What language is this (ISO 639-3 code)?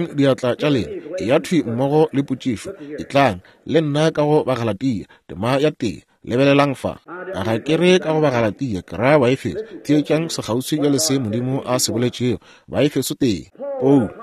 nso